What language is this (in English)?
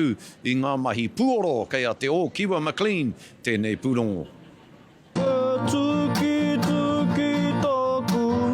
Māori